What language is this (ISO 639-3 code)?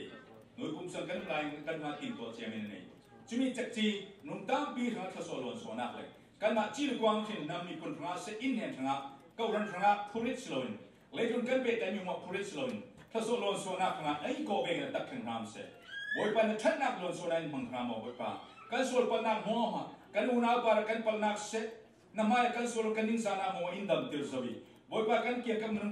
cfm